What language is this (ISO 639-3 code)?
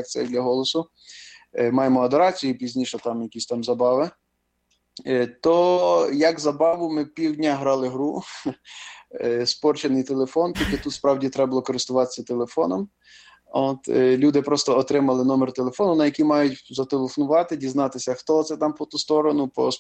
ukr